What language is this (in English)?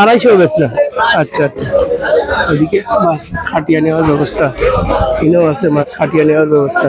Sylheti